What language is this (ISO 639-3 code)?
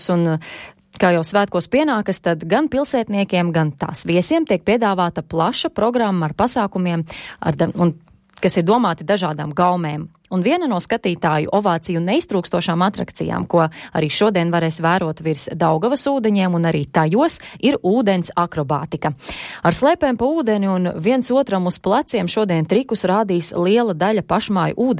lav